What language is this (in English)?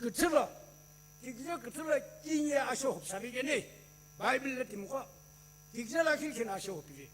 Sumi Naga